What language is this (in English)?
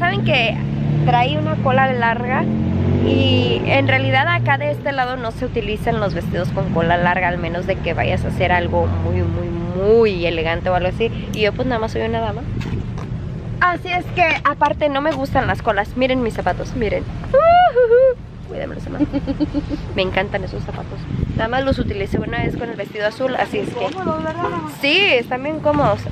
Spanish